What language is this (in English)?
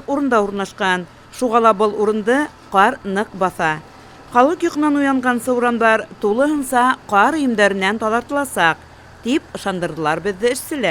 Bashkir